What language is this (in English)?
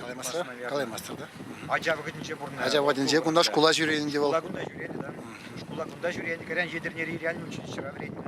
Chuvash